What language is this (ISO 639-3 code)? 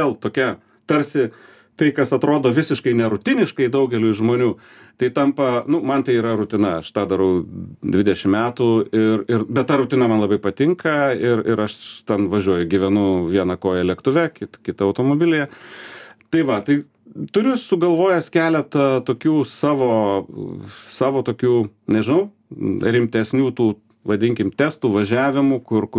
lit